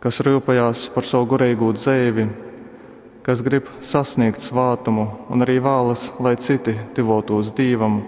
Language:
Latgalian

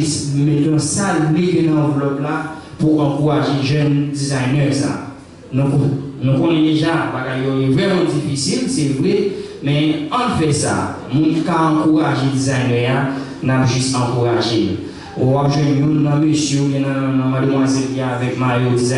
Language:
Haitian Creole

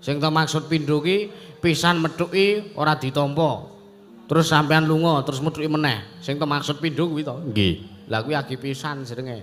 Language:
Javanese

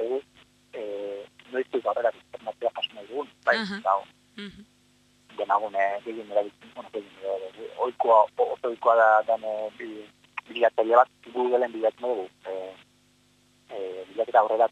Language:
Basque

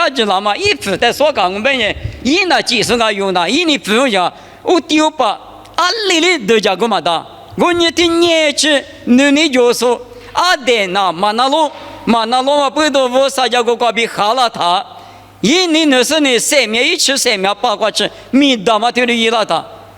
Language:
Lisu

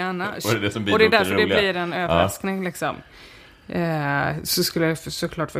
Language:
Swedish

